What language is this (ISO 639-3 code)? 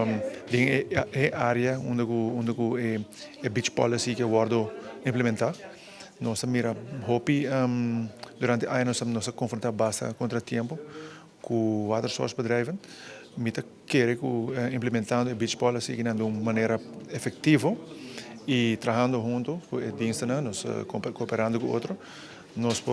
pap